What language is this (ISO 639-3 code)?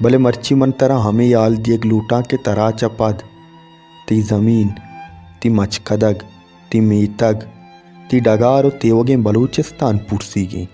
bal